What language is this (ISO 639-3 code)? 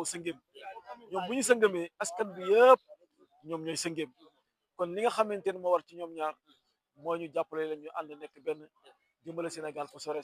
wol